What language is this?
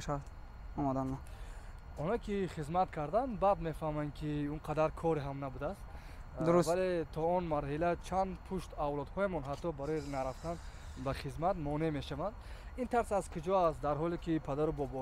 Tajik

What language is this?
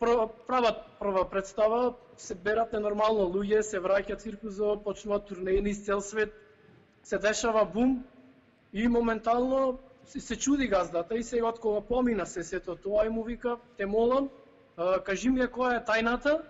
Macedonian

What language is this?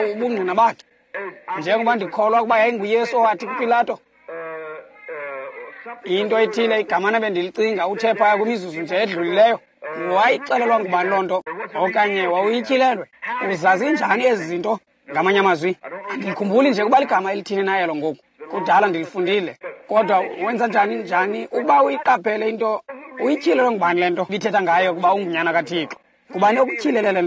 Xhosa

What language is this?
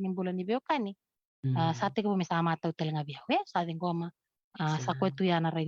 Fijian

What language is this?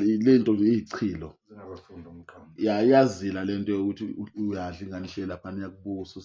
Zulu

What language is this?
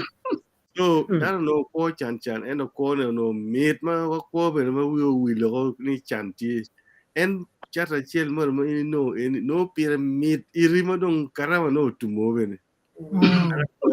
Acoli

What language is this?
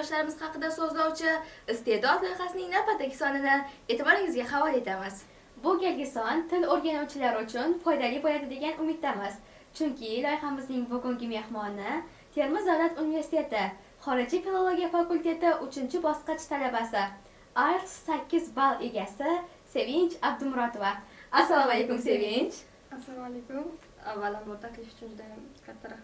Uzbek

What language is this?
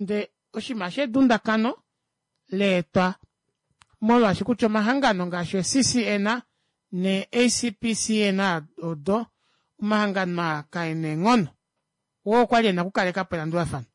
Kuanyama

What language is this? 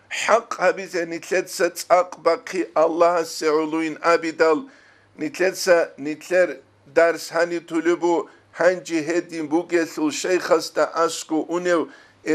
Avaric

